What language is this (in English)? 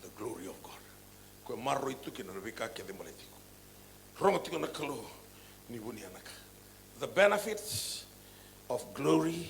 Fijian